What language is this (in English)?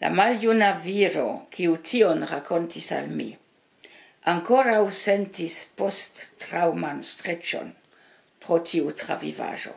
Esperanto